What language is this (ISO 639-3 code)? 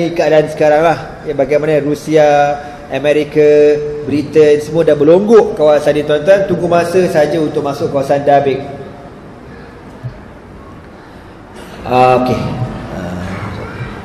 msa